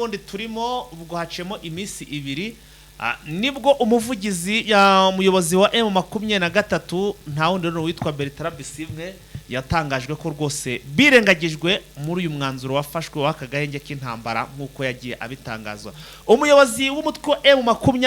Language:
Kinyarwanda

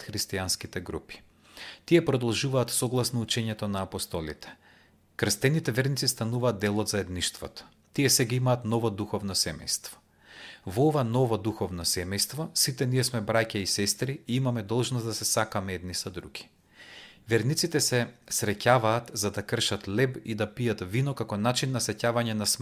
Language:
Macedonian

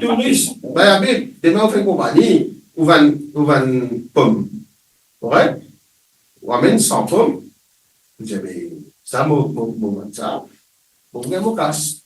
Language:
Morisyen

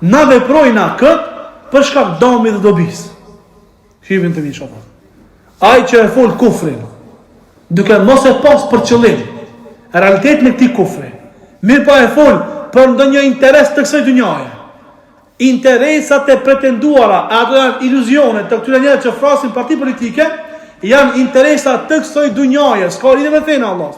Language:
Albanian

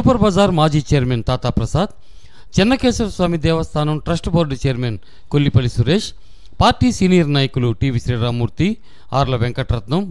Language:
Telugu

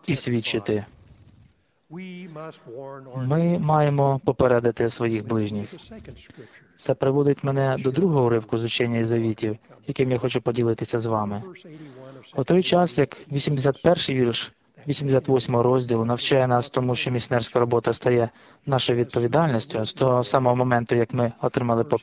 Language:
Ukrainian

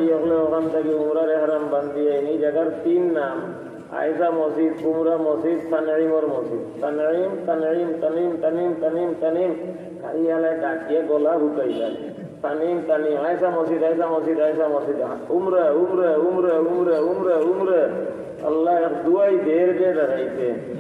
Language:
Sylheti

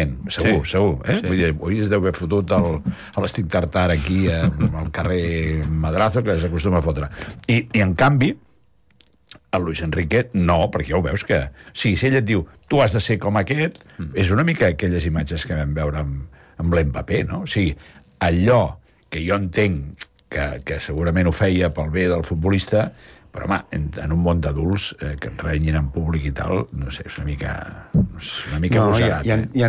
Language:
Catalan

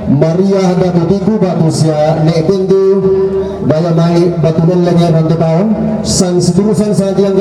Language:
Toraja-Sa'dan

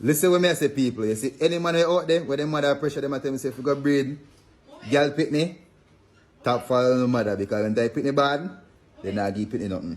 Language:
Jamaican Creole English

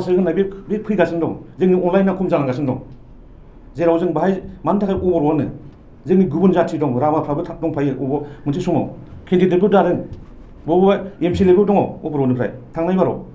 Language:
Bodo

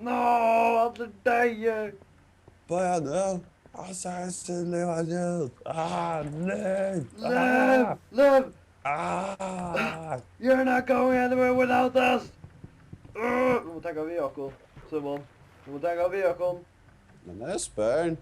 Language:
Faroese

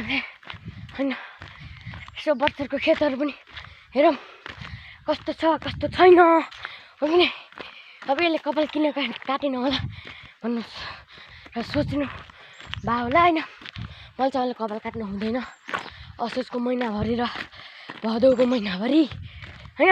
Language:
Nepali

